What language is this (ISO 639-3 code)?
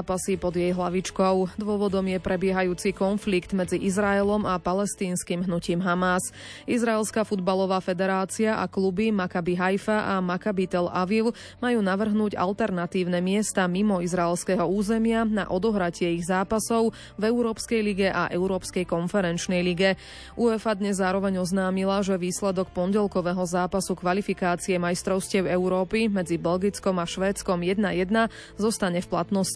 slk